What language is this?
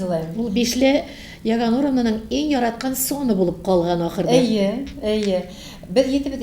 Tatar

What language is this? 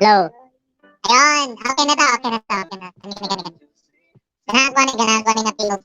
Cebuano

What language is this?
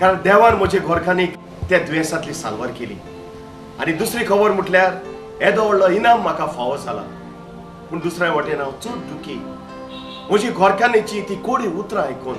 Konkani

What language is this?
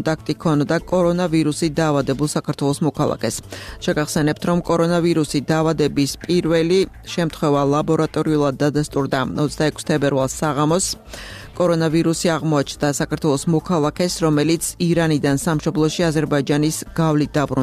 Georgian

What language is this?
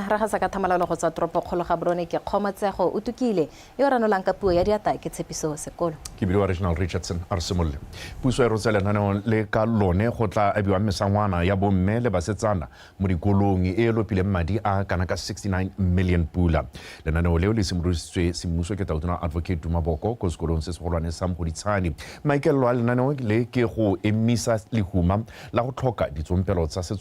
Tswana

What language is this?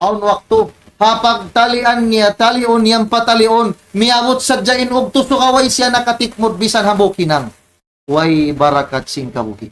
Tausug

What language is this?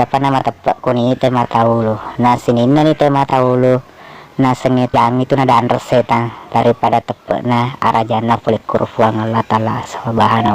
Buginese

